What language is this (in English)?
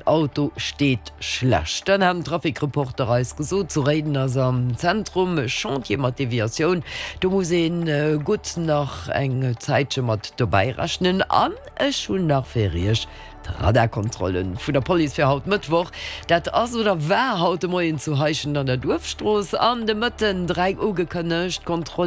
Luxembourgish